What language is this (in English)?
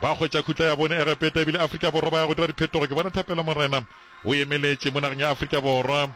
Northern Sotho